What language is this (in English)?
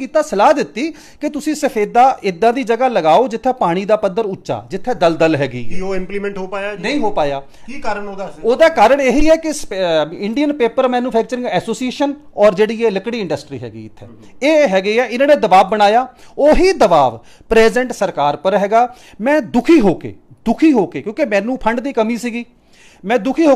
Punjabi